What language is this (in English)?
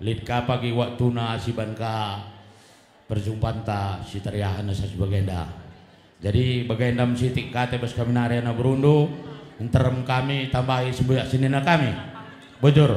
Batak Karo